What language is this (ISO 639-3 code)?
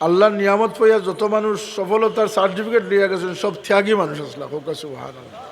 syl